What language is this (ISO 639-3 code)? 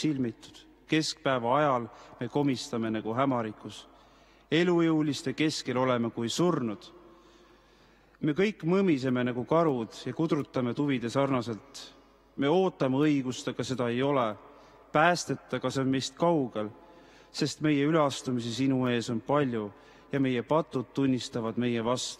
est